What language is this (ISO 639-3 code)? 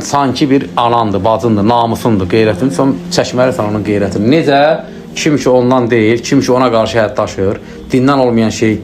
aze